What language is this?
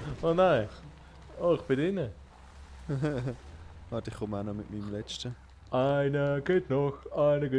Swiss German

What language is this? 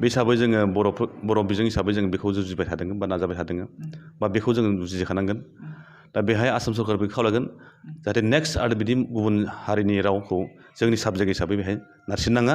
Bodo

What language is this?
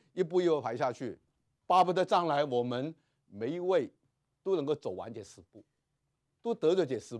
Chinese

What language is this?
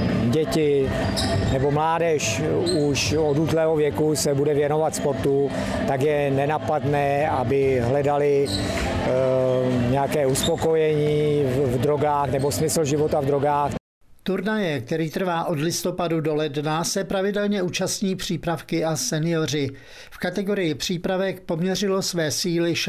Czech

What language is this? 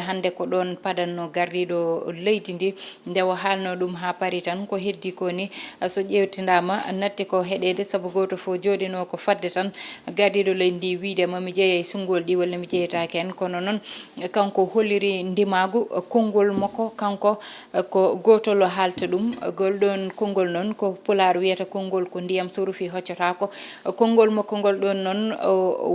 Fula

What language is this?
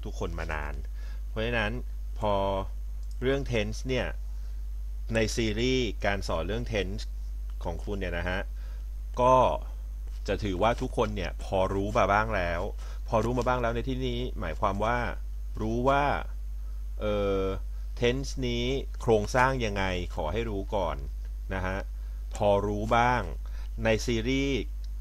Thai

